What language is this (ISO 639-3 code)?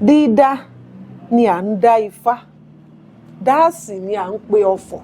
yor